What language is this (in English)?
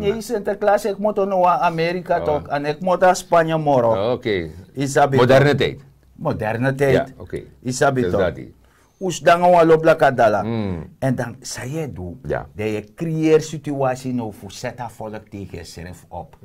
Sranan Tongo